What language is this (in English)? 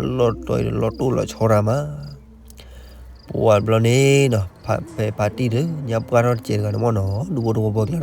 S'gaw Karen